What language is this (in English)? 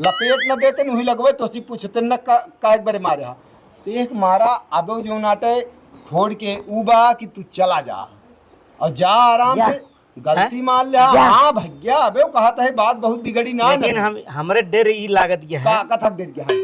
Awadhi